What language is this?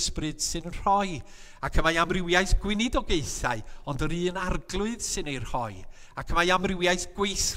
Welsh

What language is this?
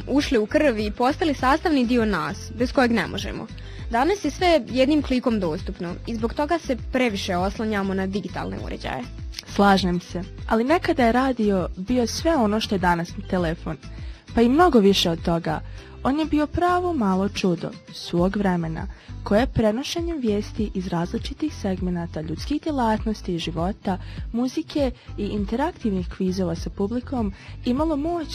Bosnian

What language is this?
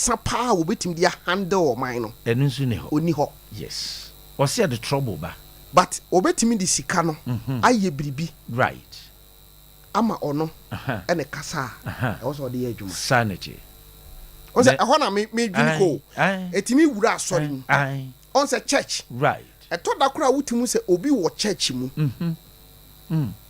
Akan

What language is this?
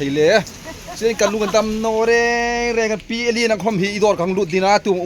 Hmar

